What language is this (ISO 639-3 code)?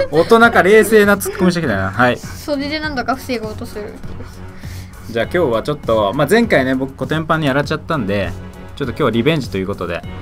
jpn